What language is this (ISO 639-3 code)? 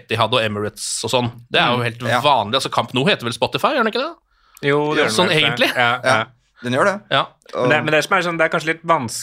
nor